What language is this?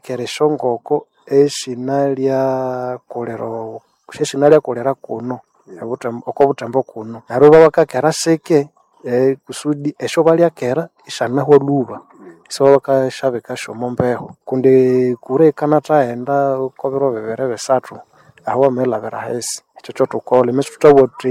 Nande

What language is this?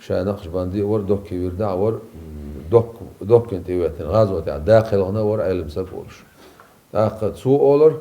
Chechen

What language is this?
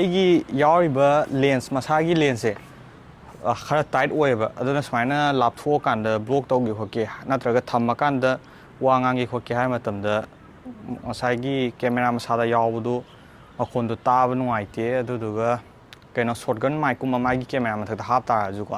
Manipuri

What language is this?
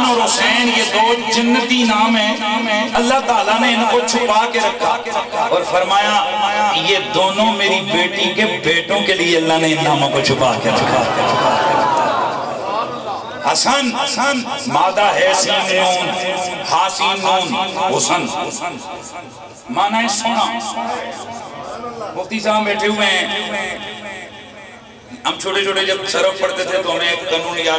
Urdu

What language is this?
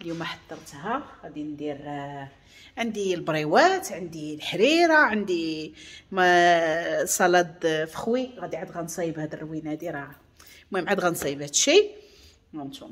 Moroccan Arabic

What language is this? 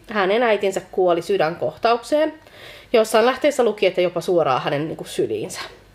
Finnish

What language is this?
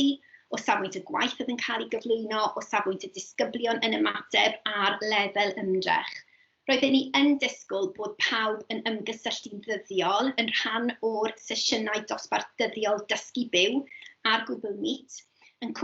Welsh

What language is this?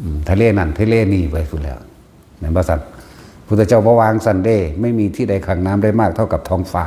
Northeastern Thai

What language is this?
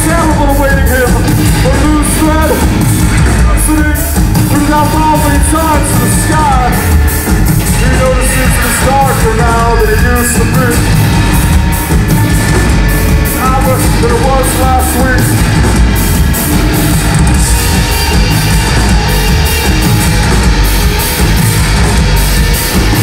English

